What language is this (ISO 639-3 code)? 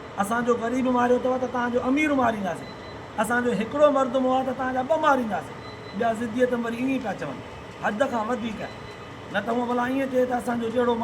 snd